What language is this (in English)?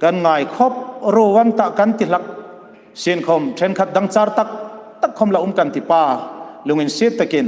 Hmar